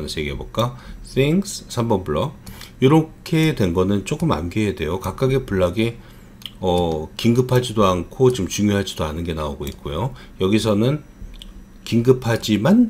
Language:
Korean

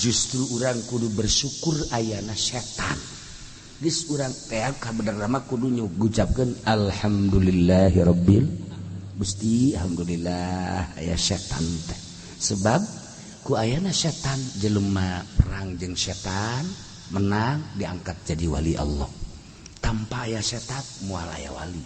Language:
Sundanese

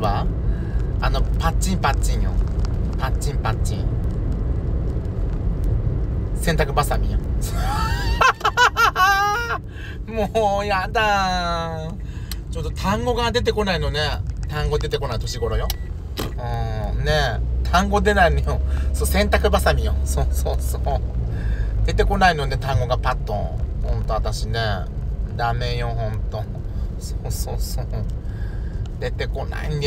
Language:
Japanese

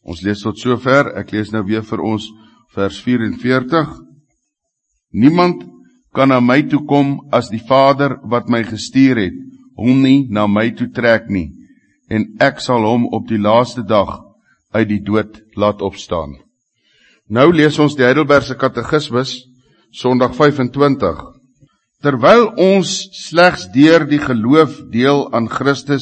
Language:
Afrikaans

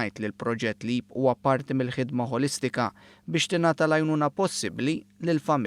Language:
Maltese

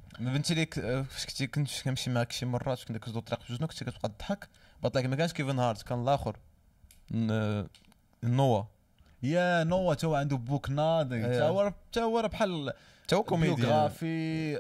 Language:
Moroccan Arabic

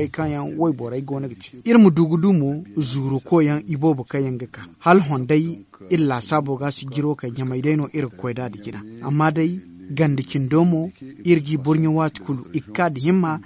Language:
Zarma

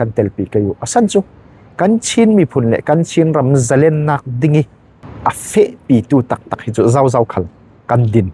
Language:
Falam Chin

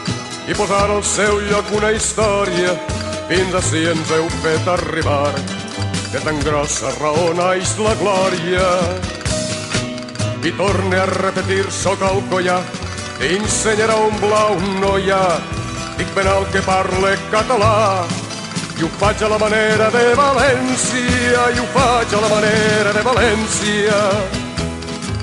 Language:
Catalan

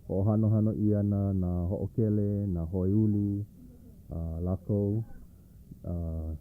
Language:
Hawaiian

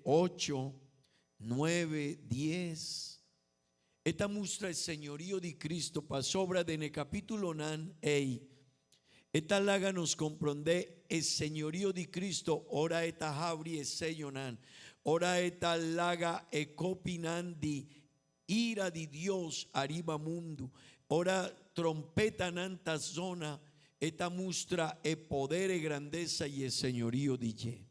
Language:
Papiamento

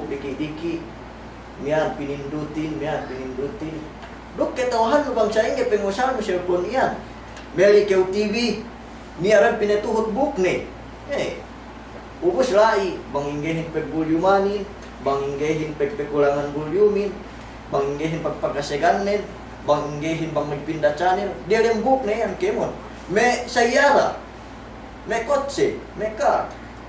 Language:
Yakan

